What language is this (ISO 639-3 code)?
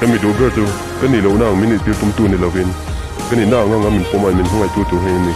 lus